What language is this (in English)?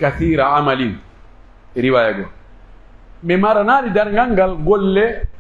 Pular